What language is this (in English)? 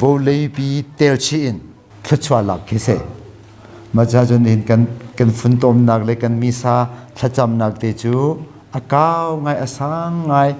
Hakha Chin